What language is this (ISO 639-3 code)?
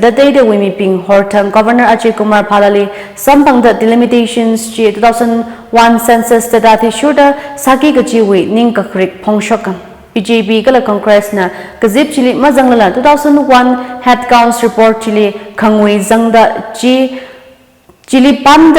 nmf